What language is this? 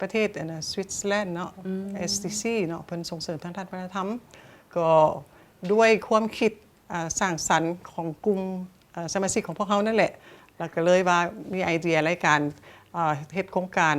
Lao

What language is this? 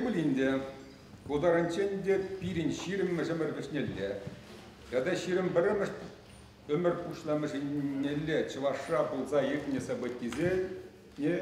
Chuvash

